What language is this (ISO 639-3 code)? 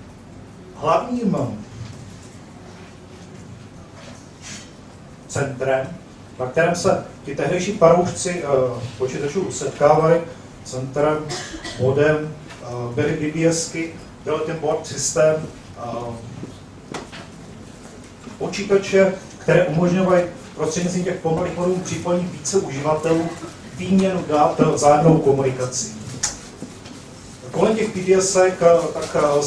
ces